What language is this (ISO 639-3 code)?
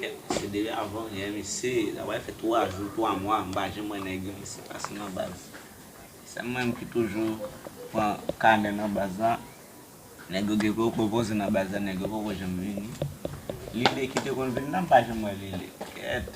hat